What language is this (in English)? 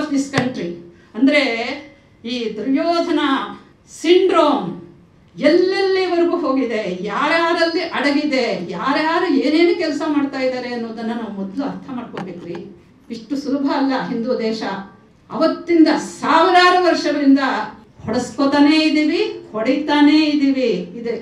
Kannada